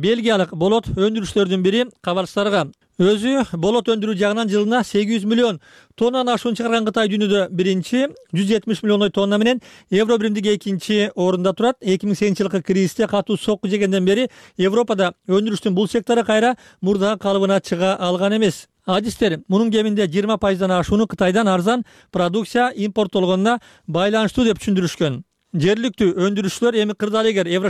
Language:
Kyrgyz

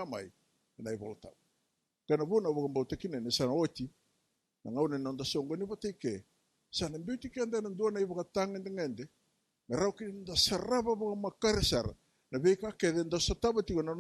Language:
Fijian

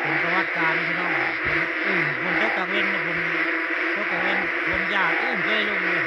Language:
Northeastern Thai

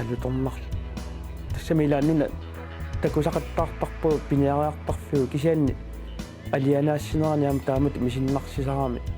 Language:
Kalaallisut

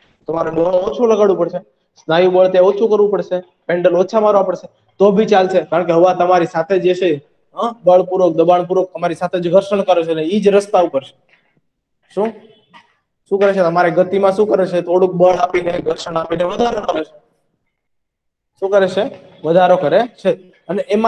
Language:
Gujarati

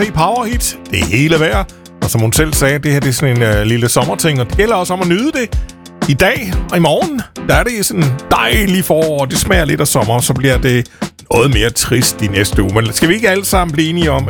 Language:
Danish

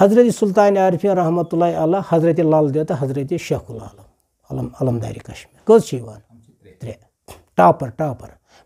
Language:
Kashmiri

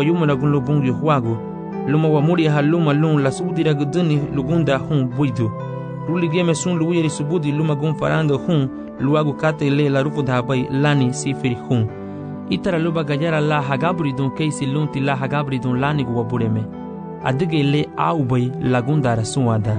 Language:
Garifuna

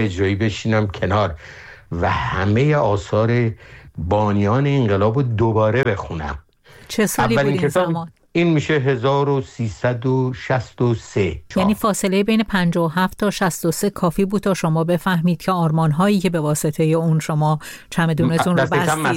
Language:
Persian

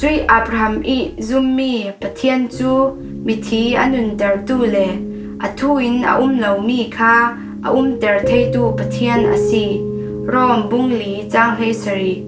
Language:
Falam Chin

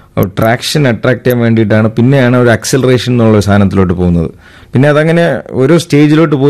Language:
Malayalam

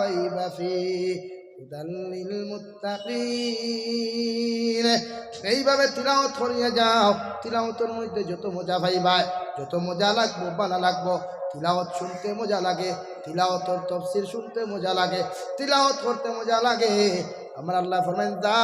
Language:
Sylheti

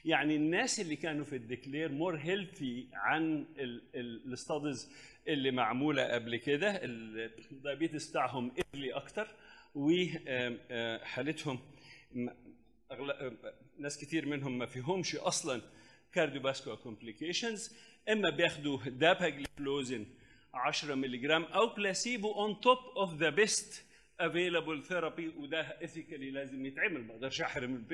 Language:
Egyptian Arabic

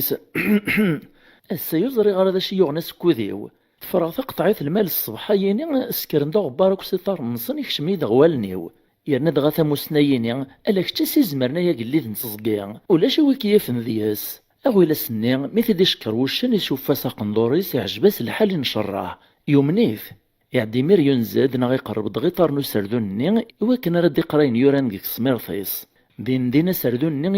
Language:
Kabyle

